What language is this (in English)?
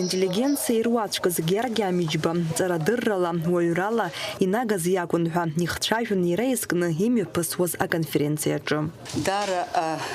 Abkhazian